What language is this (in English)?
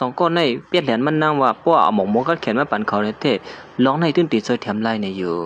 Shan